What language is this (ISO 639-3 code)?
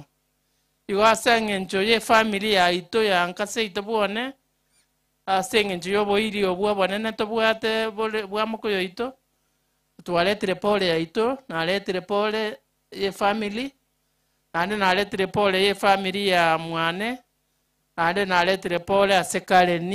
guz